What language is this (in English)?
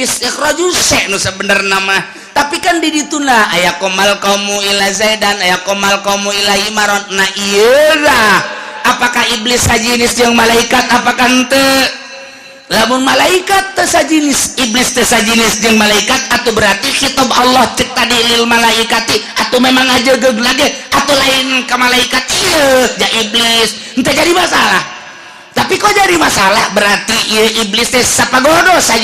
Sundanese